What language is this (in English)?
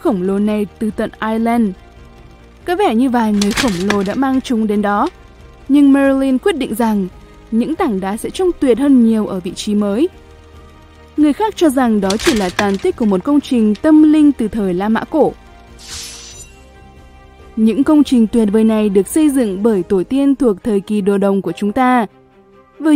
Vietnamese